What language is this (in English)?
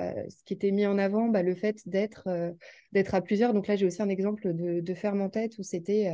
French